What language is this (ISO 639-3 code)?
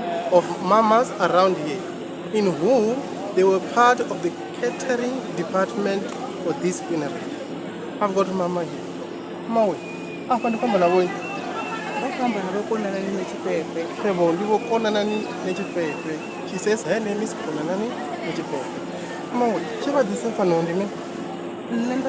ven